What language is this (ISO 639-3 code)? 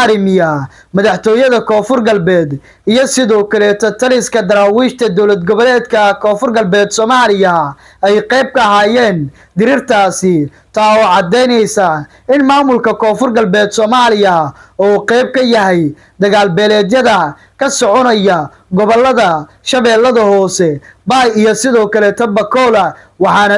som